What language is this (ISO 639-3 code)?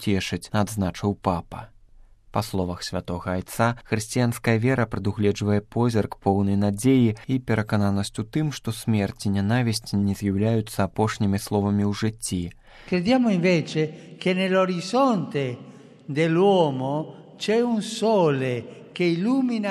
bel